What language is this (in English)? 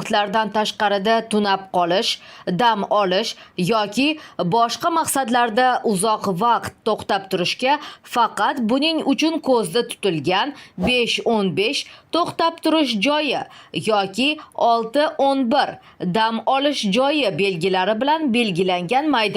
Uzbek